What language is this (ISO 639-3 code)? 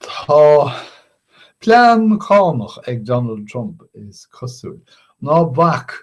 gle